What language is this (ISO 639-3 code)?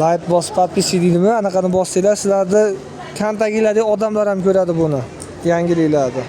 uzb